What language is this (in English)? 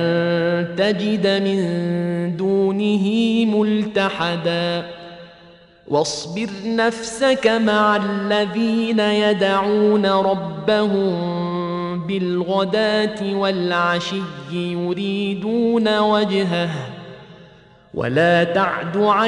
Arabic